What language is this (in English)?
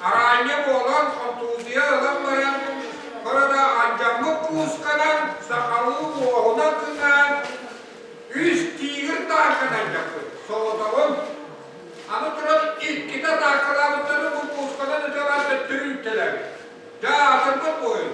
Yakut